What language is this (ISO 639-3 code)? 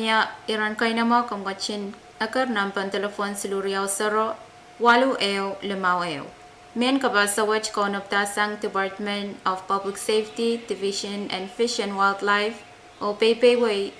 pon